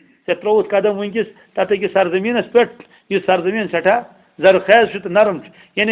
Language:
Kashmiri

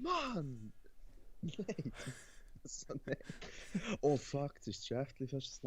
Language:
Swiss German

